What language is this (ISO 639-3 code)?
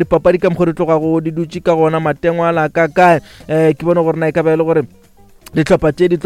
nso